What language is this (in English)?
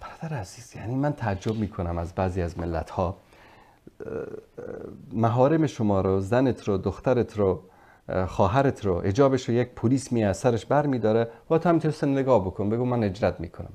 Persian